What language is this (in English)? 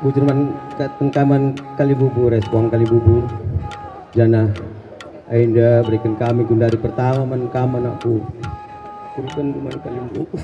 Batak Karo